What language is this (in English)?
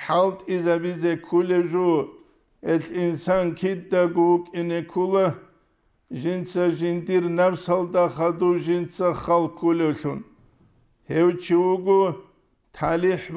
Avaric